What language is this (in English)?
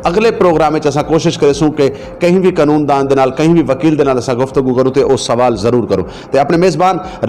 Saraiki